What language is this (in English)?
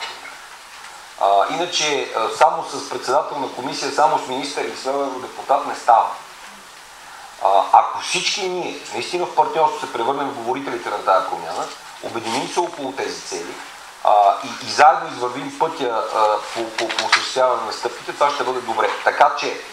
Bulgarian